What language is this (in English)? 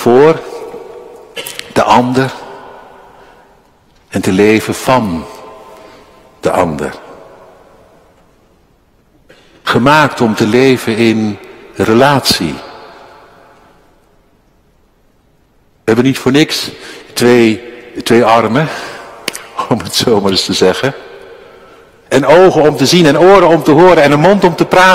Dutch